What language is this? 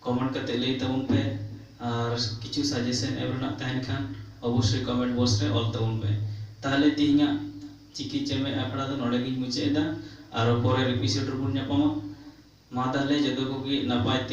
Santali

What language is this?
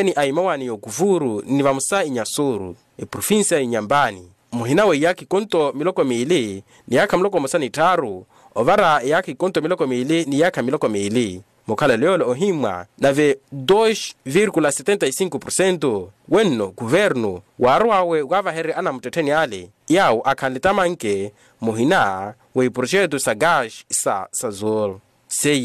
Makhuwa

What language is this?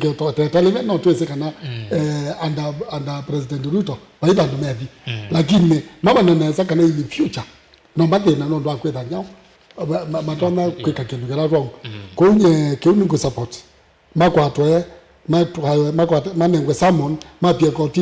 Kamba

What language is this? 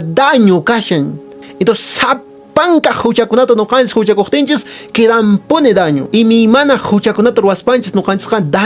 Quechua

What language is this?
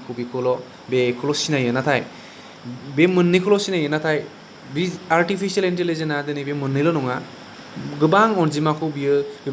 Bodo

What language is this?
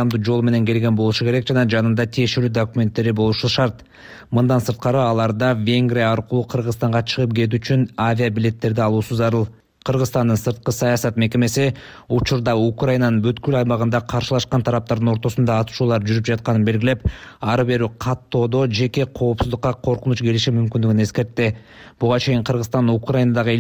Kyrgyz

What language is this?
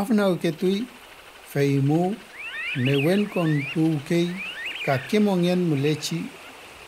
Mapuche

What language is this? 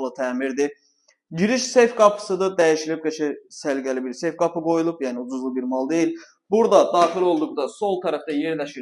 Azerbaijani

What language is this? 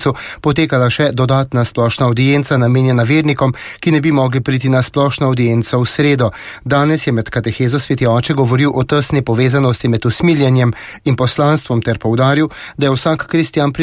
Slovenian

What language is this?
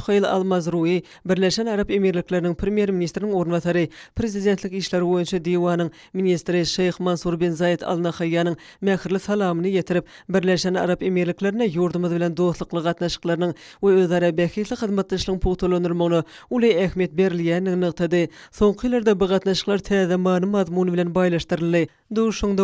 Turkmen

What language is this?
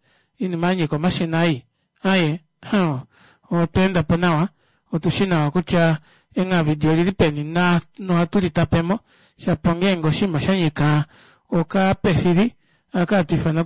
Kuanyama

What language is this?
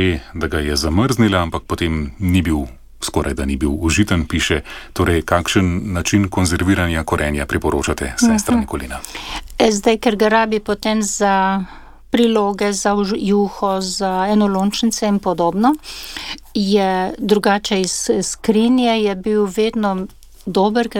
Slovenian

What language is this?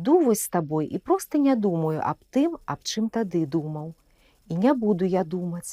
Belarusian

